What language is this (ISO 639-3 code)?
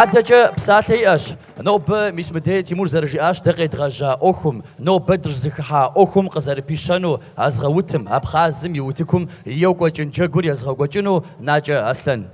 kbd